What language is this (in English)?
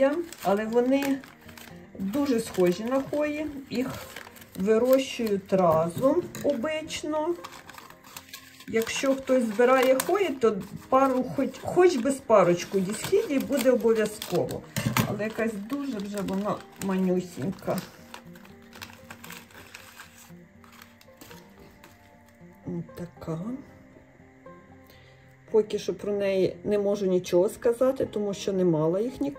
Ukrainian